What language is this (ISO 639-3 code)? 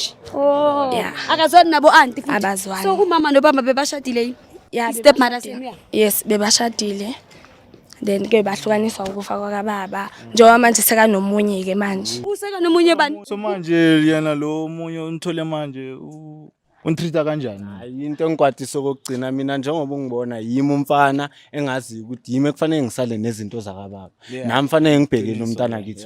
zul